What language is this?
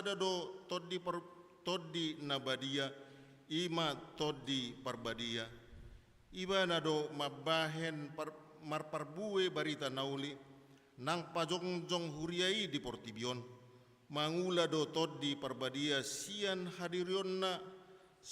Batak Toba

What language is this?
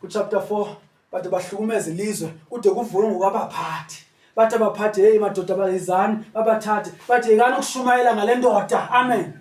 Zulu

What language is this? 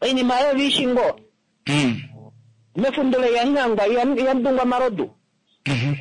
Kuanyama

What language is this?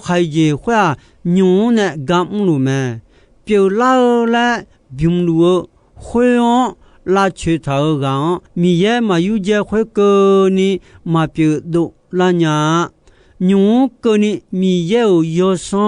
Akha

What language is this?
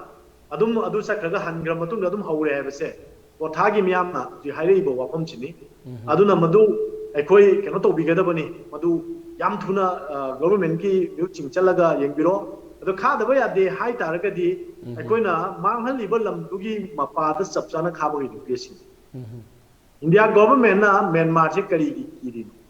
Manipuri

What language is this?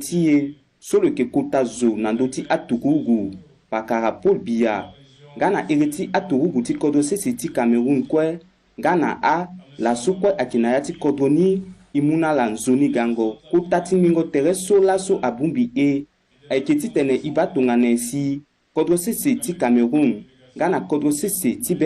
Sango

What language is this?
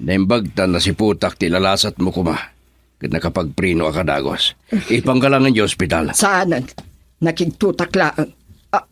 Iloko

